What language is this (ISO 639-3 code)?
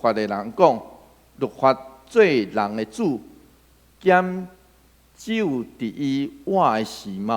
nan